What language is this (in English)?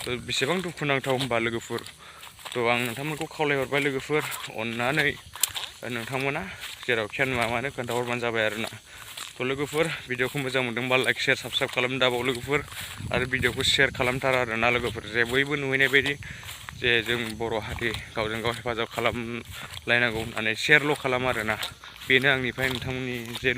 Bodo